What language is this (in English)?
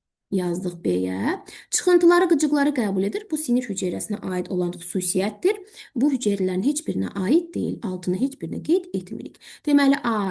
Azerbaijani